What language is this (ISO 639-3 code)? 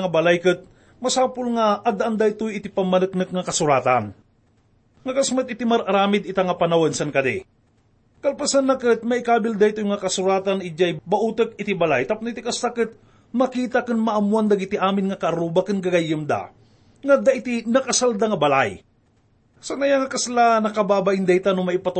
ilo